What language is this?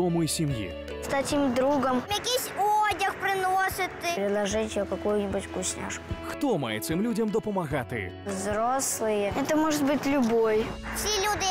Ukrainian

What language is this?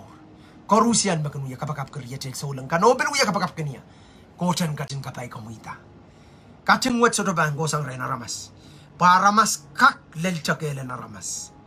Pohnpeian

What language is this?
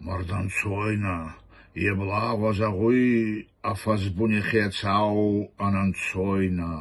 Ossetic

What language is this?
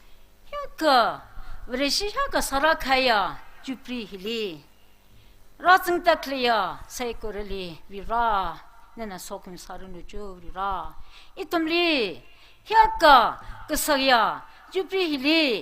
Tangkhul Naga (India)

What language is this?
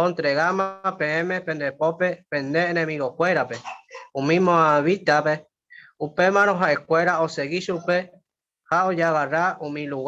Guarani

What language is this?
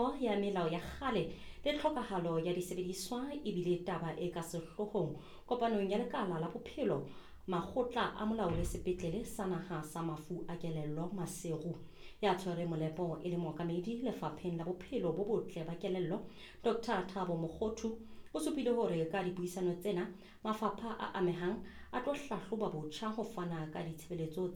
Southern Sotho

